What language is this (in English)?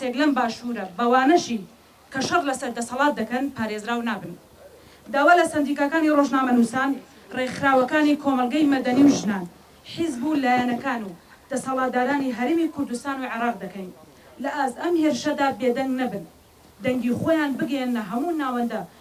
Central Kurdish